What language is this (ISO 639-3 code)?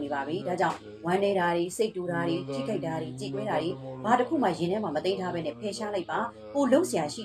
mya